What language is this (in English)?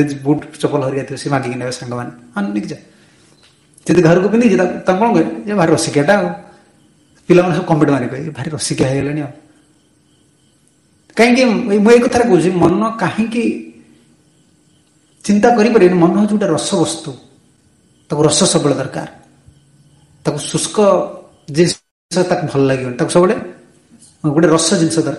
Odia